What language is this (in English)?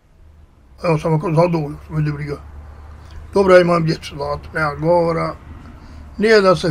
Bosnian